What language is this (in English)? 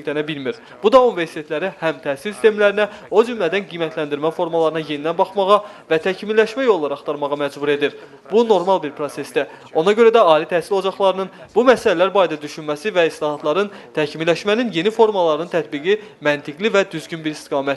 Azerbaijani